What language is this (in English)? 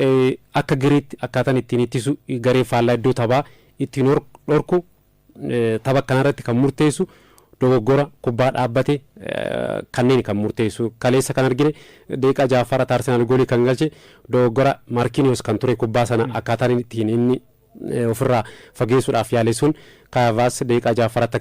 Oromo